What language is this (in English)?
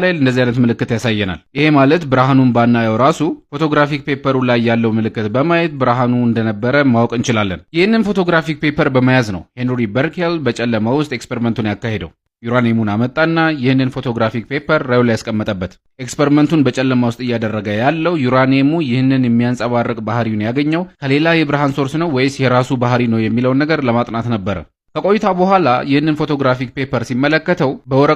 Amharic